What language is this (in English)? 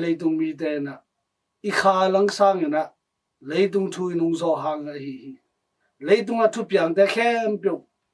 Tedim Chin